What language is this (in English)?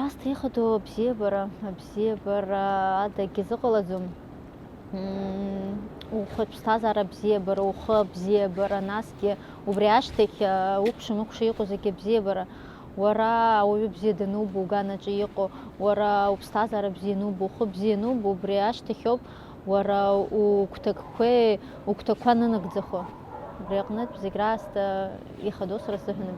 Abkhazian